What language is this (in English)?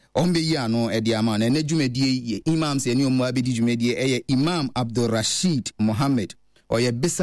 Akan